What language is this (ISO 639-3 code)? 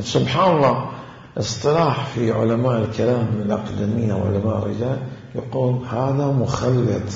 acm